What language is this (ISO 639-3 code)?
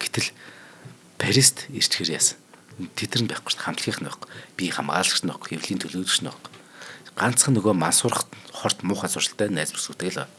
mon